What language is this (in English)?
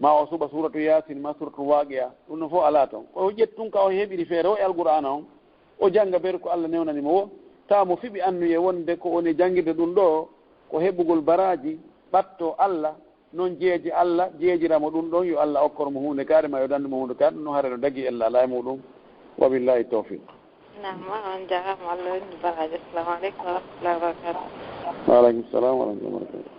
Fula